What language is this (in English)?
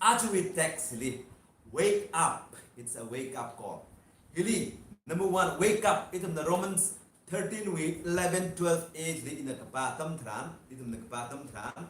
Tangkhul Naga (India)